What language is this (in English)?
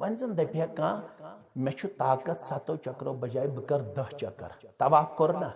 Kashmiri